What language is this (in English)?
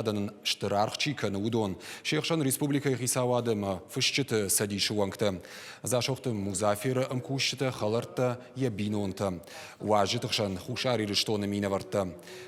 Ossetic